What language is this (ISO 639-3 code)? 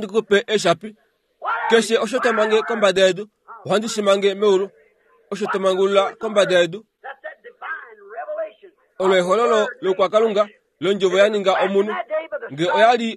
kua